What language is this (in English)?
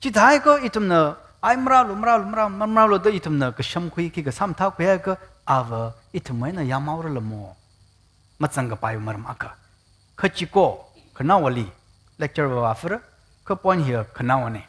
Tangkhul Naga (India)